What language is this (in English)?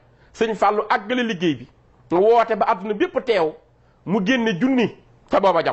Wolof